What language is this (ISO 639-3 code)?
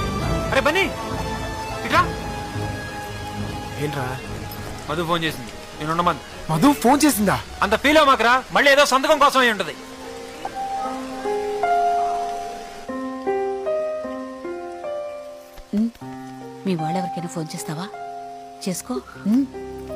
tel